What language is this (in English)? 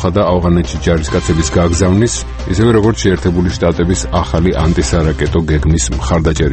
Georgian